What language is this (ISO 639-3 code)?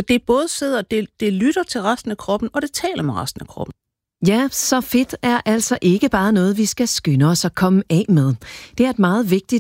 dan